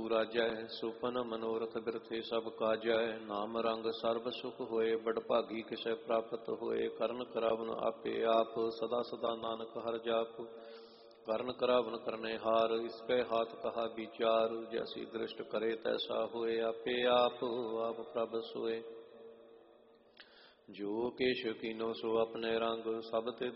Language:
Punjabi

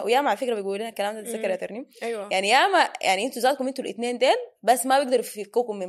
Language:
Sudanese Arabic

